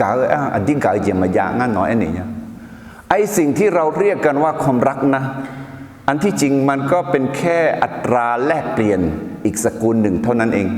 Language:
Akha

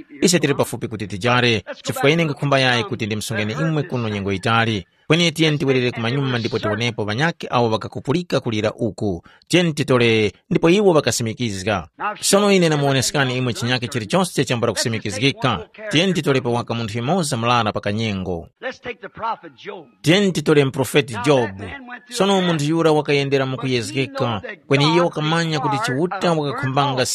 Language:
Tumbuka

